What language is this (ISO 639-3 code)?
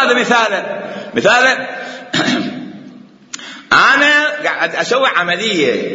acm